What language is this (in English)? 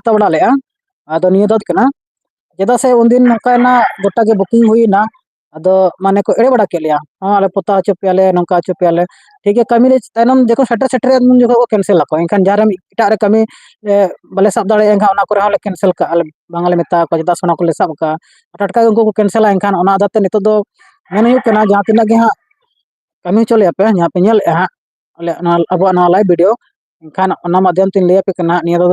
Santali